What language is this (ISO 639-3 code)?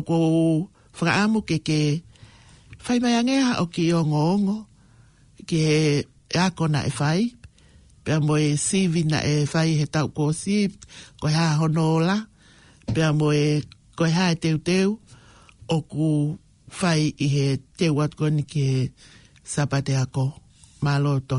ton